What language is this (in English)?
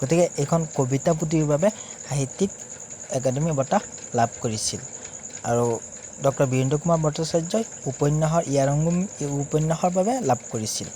Assamese